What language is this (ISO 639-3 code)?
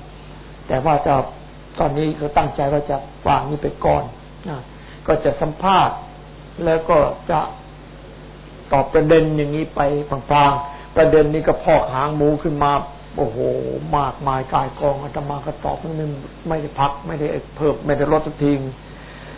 tha